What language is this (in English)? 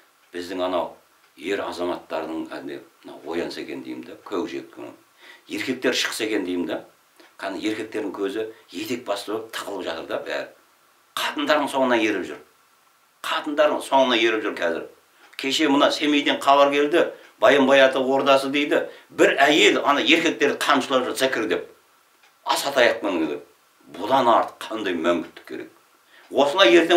Kazakh